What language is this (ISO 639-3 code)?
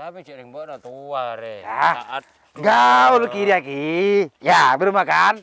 mad